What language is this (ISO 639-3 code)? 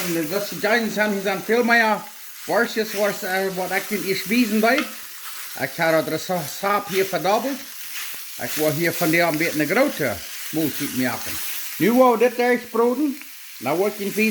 pdt